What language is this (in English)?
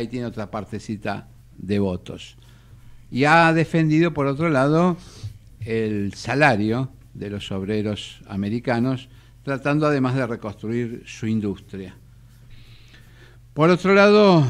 Spanish